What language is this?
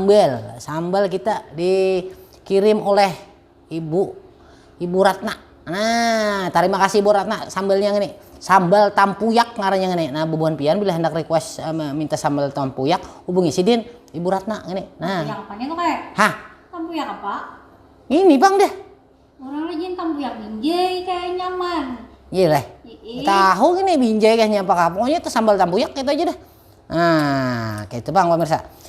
Banjar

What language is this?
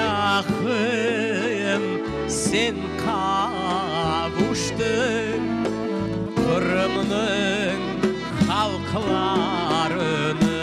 Crimean Tatar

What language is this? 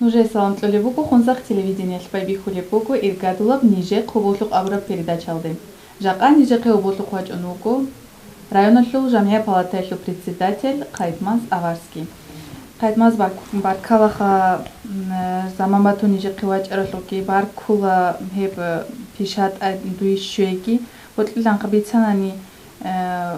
Avaric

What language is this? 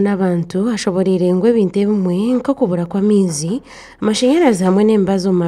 Nyankole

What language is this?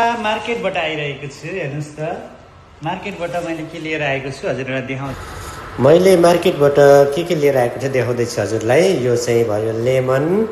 Nepali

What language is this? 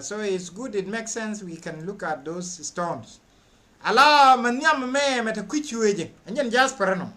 Nuer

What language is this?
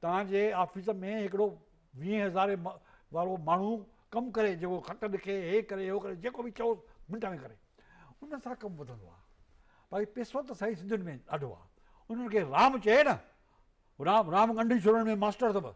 Sindhi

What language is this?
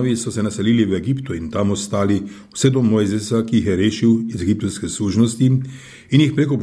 Slovenian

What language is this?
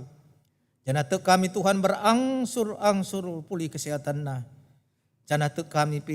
Batak Karo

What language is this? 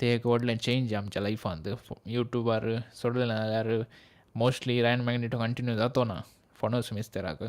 Konkani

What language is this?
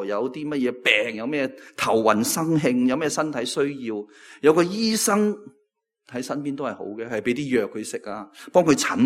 Cantonese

